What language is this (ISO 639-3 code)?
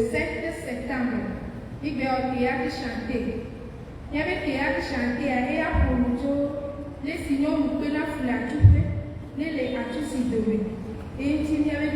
ewe